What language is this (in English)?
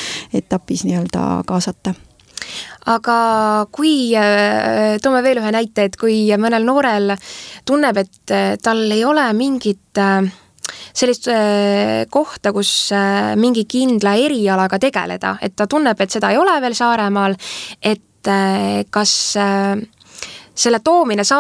Estonian